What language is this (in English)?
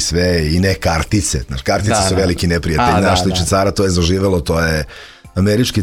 Serbian